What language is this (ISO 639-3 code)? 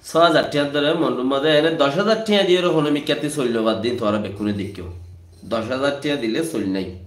rhg